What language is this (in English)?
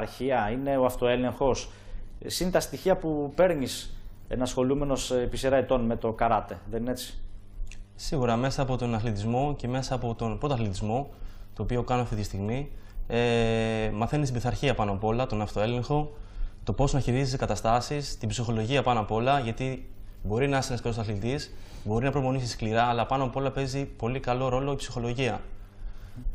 Greek